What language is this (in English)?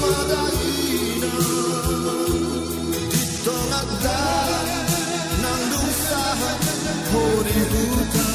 Batak Toba